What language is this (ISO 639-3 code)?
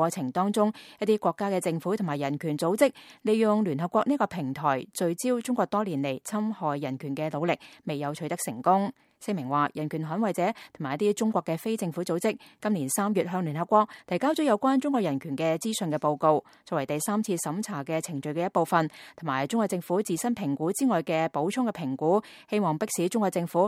yue